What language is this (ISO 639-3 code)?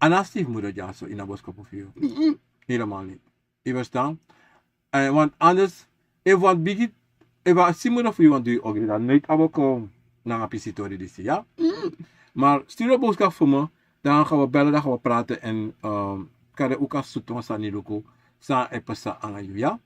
srn